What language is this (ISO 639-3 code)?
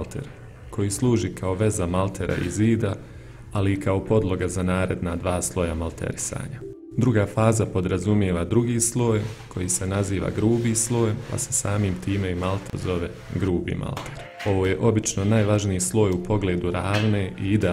bos